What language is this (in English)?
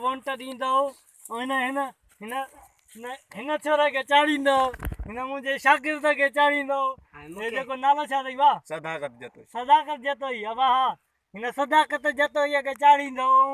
Sindhi